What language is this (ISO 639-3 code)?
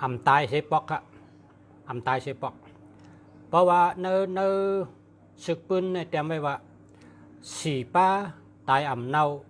shn